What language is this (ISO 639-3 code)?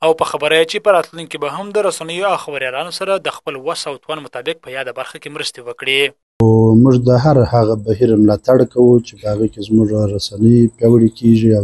pus